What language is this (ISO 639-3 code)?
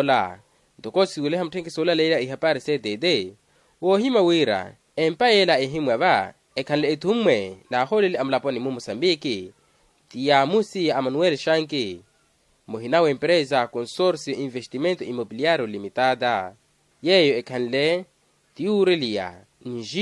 vmw